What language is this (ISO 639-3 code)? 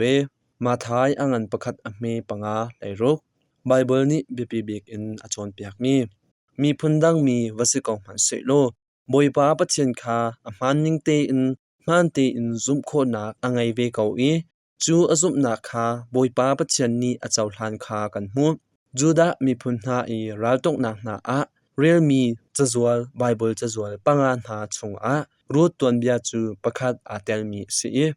cnh